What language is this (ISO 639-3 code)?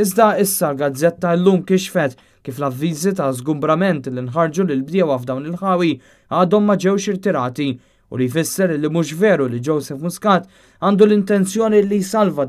mlt